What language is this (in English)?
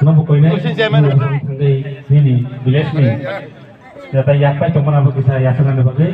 Kok Borok